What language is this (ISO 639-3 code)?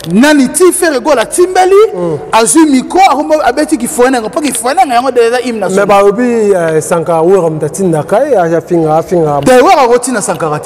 lin